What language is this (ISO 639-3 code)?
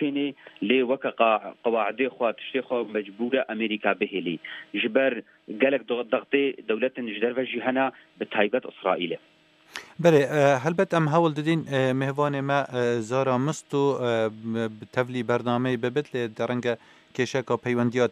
kur